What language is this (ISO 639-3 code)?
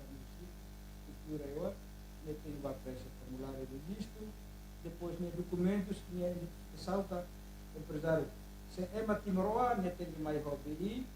tet